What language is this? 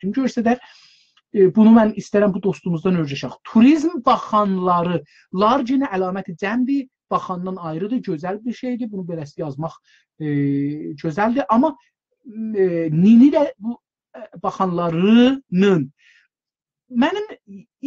South Azerbaijani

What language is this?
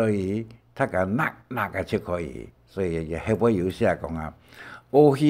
Hakka Chinese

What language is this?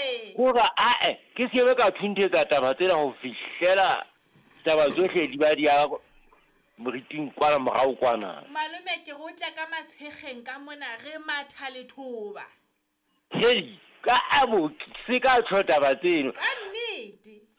Southern Sotho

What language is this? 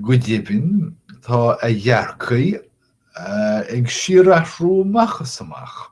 Irish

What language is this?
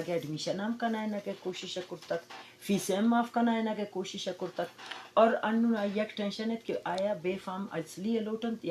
Eastern Balochi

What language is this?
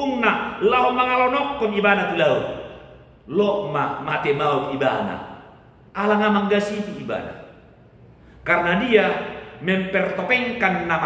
Batak Toba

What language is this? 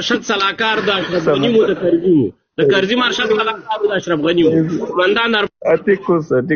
Pashto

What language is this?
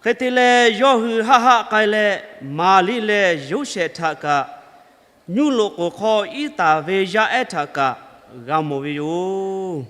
Lahu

